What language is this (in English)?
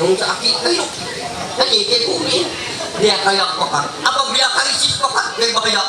Ma'anyan